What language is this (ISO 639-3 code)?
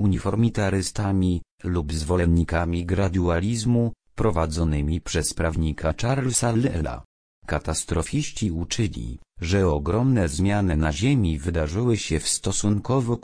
pol